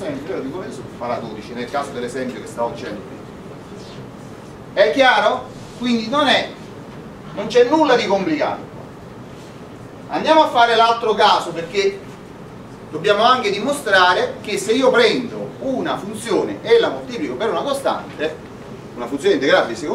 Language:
Italian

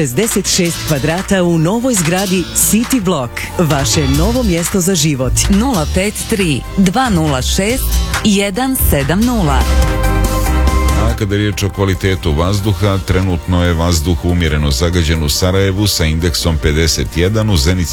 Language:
Serbian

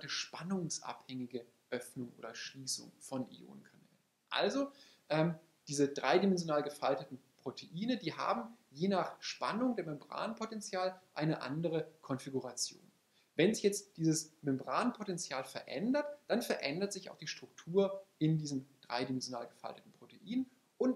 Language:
German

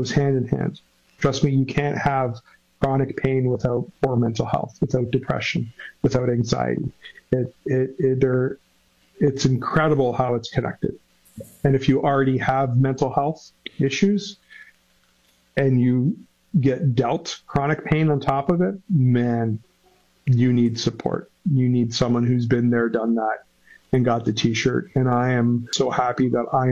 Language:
English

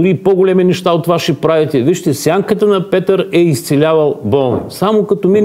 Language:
Bulgarian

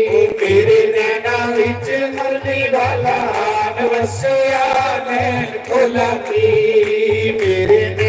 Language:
Dogri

